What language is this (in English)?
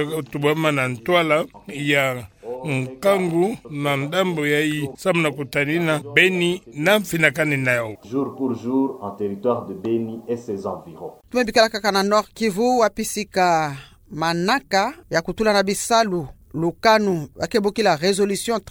Kituba (Democratic Republic of Congo)